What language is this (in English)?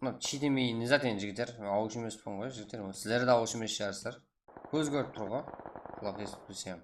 Kara-Kalpak